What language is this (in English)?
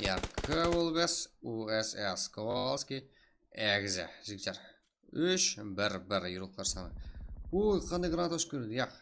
Kara-Kalpak